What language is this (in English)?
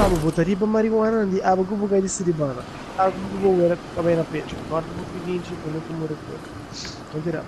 Papiamento